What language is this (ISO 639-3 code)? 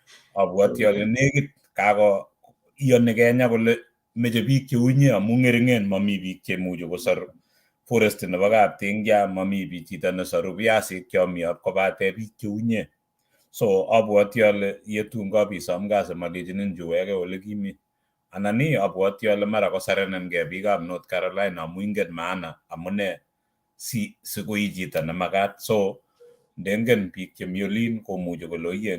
kln